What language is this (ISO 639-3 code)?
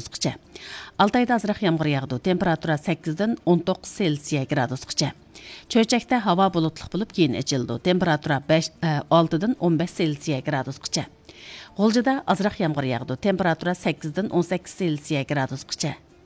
uig